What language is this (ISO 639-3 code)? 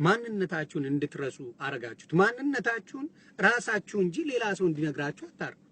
amh